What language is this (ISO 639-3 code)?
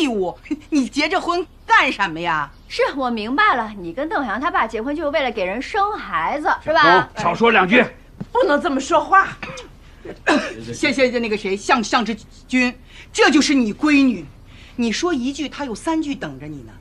zho